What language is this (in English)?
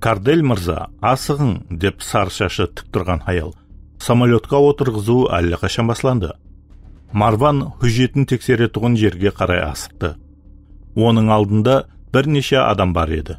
Kara-Kalpak